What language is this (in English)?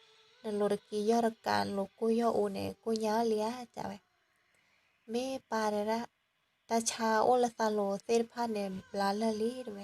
S'gaw Karen